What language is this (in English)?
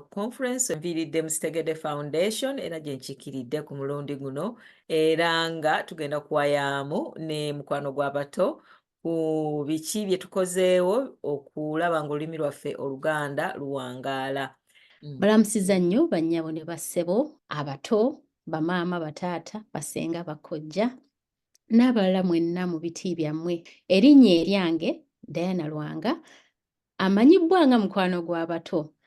Ganda